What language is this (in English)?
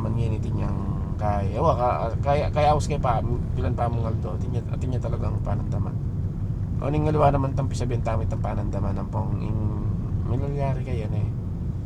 Pampanga